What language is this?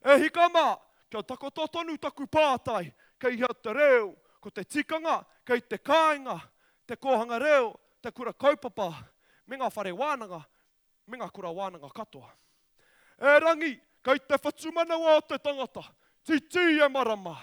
Māori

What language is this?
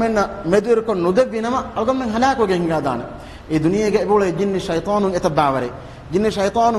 Divehi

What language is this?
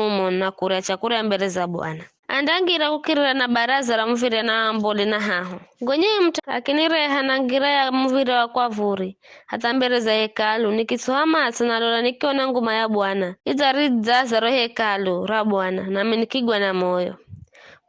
Giryama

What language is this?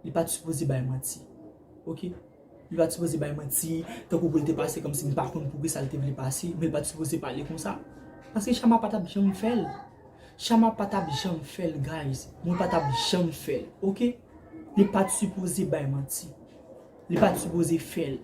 Haitian Creole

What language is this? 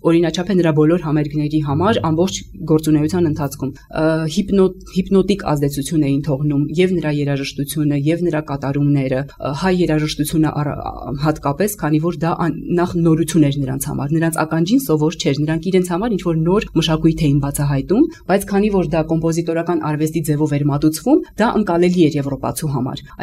Armenian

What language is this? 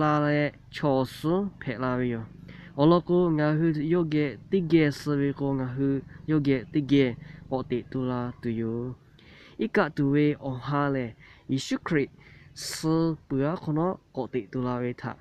Lahu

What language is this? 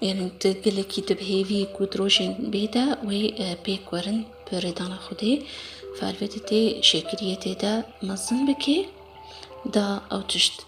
Kurdish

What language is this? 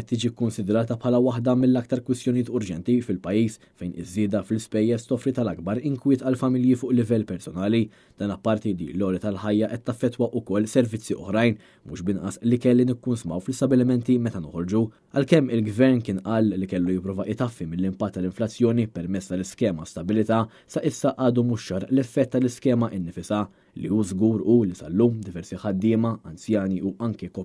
Maltese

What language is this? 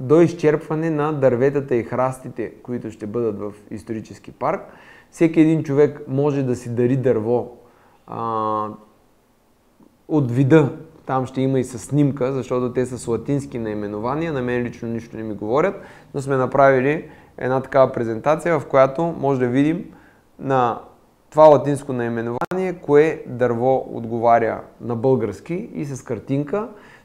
Bulgarian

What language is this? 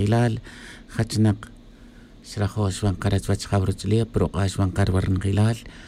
Tz'utujil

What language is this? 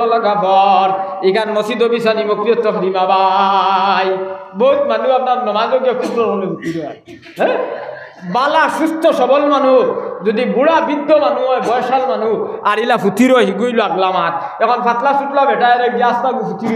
Sylheti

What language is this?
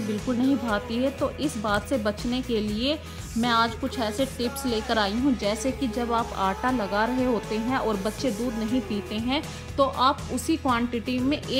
Hindi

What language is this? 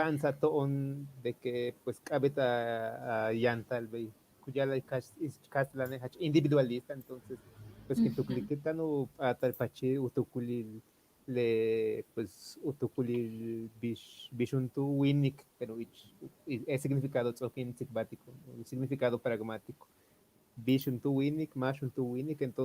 Yucateco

